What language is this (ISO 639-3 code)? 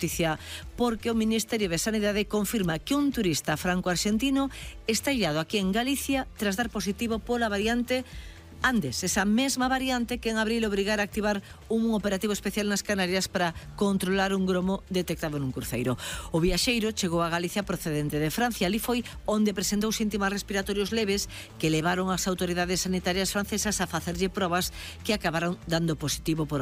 glg